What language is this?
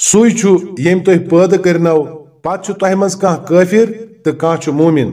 Kashmiri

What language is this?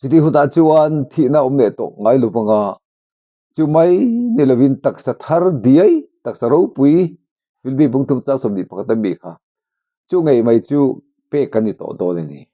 Mizo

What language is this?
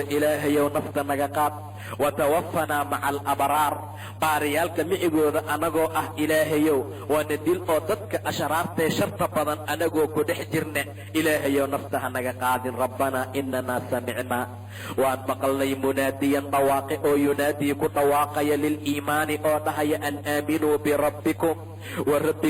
Somali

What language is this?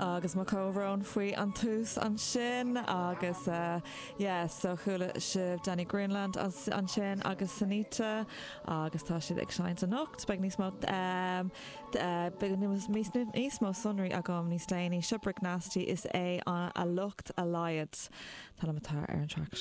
Irish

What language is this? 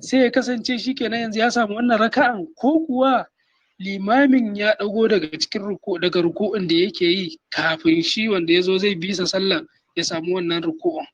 Hausa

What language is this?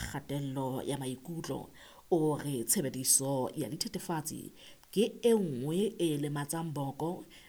Southern Sotho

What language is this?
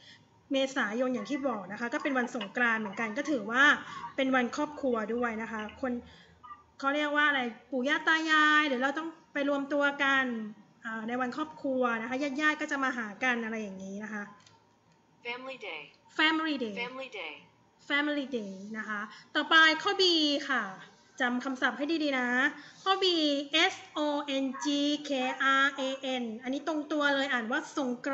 Thai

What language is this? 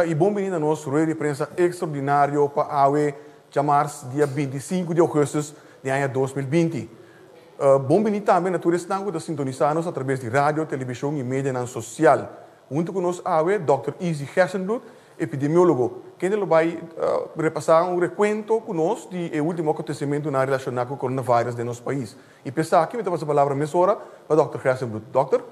Papiamento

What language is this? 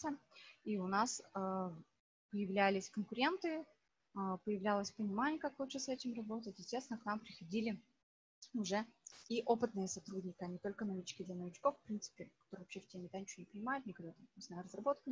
Russian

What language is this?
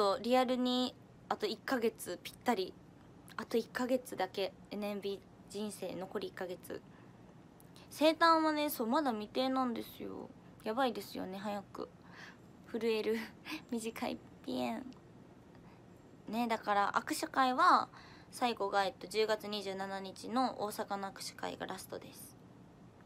Japanese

